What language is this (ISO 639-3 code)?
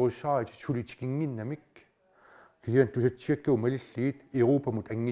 kal